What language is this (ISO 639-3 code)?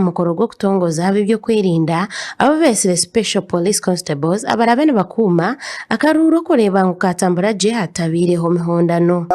nyn